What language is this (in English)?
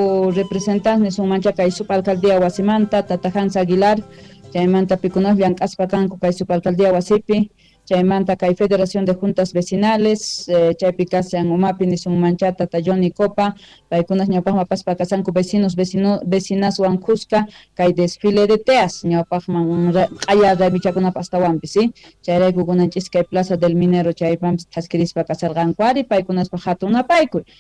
South Bolivian Quechua